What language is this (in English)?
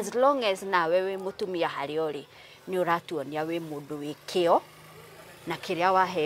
Kikuyu